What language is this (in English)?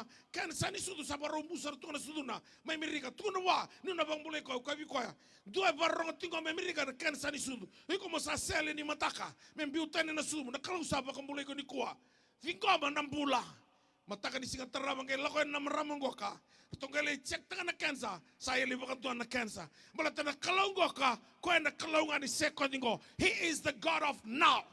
Fijian